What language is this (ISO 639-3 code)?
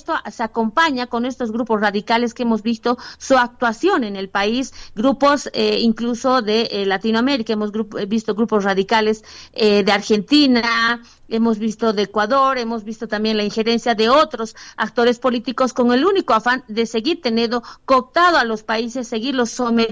spa